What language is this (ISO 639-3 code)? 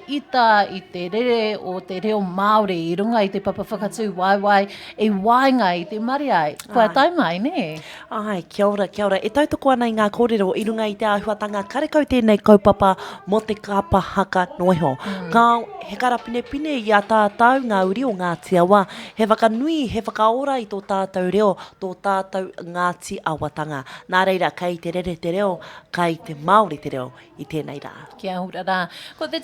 mri